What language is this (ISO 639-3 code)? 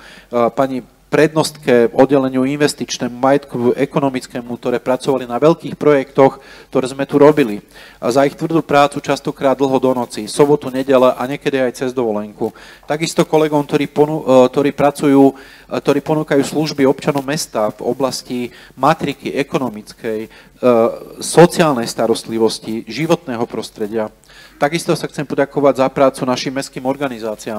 slk